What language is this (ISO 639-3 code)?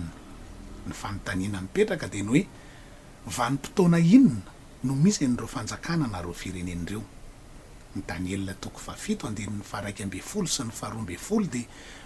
mlg